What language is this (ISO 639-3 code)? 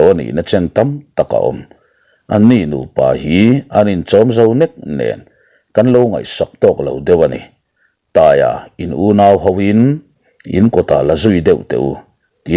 lus